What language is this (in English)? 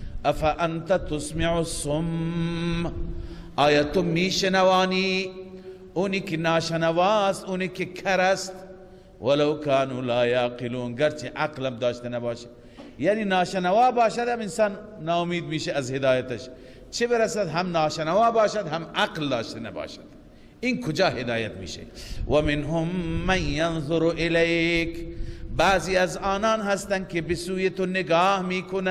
Persian